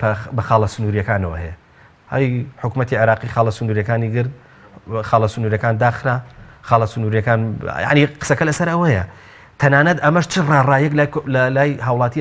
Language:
Central Kurdish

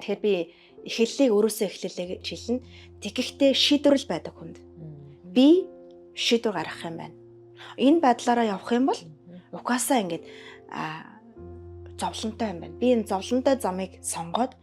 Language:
Mongolian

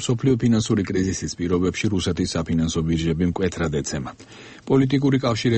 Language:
Georgian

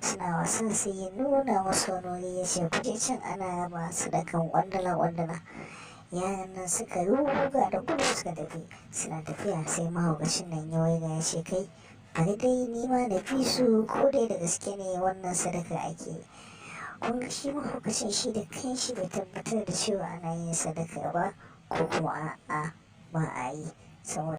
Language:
Hausa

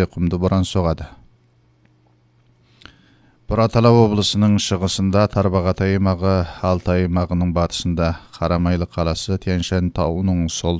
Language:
Kazakh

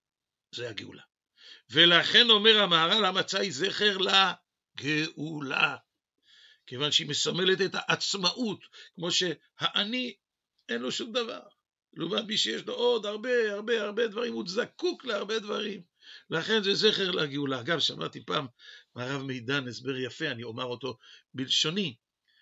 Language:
Hebrew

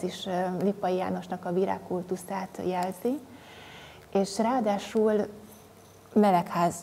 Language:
Hungarian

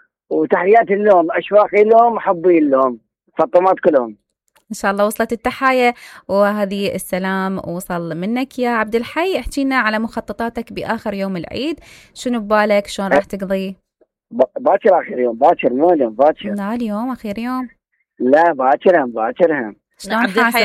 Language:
Mesopotamian Arabic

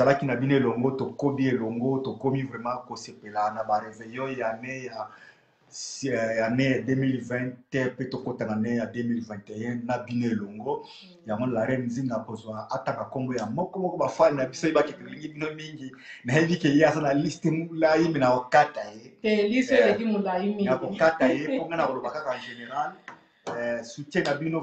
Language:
Lingala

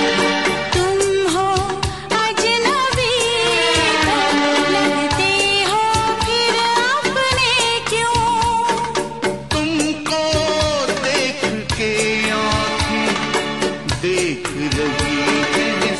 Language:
Hindi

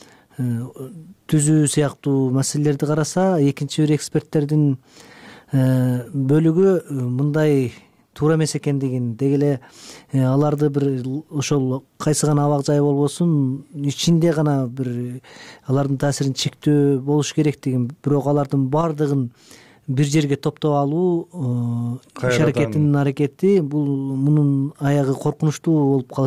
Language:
Kyrgyz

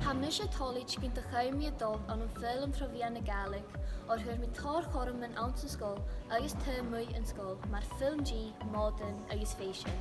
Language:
Scottish Gaelic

